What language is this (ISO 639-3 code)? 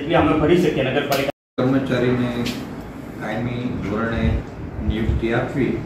guj